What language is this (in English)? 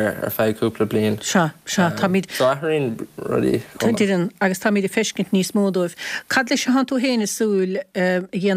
Irish